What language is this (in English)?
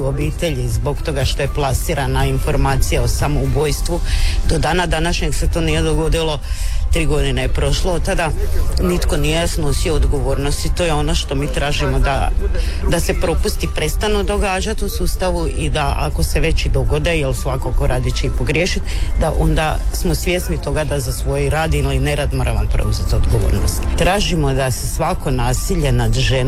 Croatian